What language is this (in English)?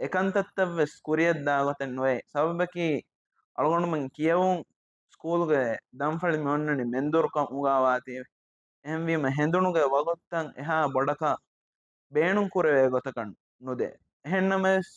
Divehi